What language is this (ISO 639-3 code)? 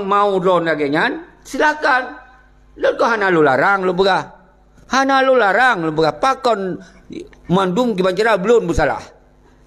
ace